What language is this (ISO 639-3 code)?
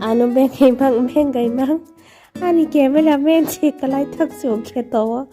trp